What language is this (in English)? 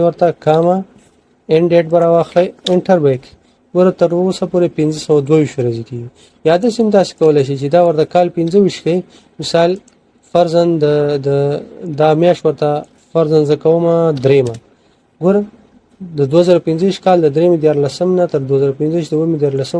Pashto